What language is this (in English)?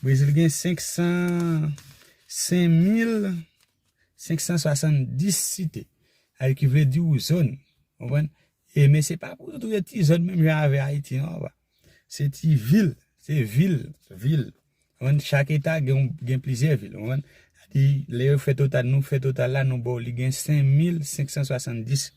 Haitian Creole